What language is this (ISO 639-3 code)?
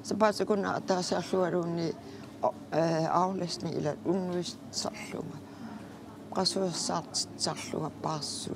kal